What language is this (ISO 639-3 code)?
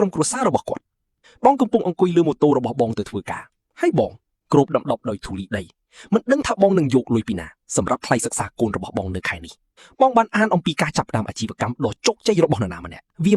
khm